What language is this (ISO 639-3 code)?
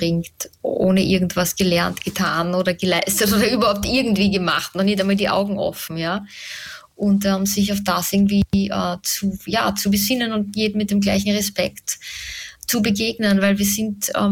deu